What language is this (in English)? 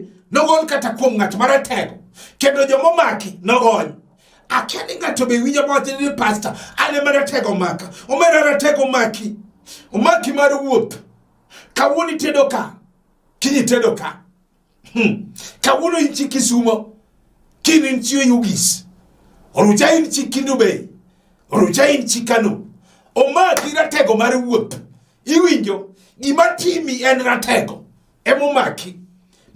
Luo (Kenya and Tanzania)